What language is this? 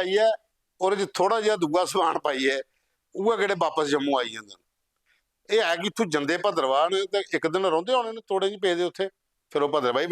Dogri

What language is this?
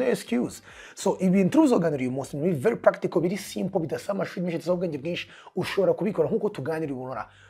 Kinyarwanda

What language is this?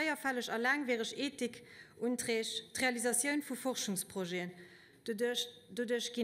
Luxembourgish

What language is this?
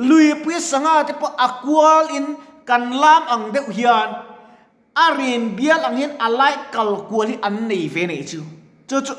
Mizo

